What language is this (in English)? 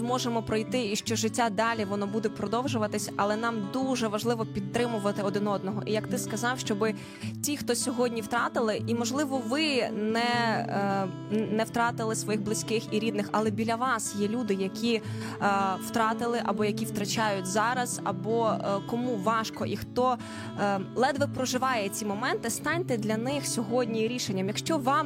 Ukrainian